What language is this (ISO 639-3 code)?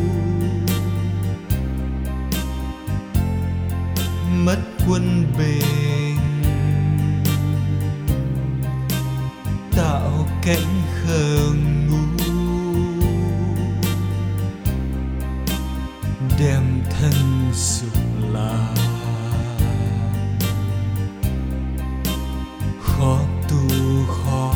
vie